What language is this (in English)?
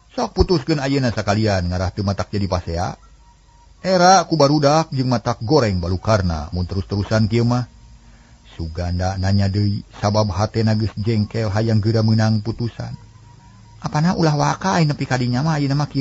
Sundanese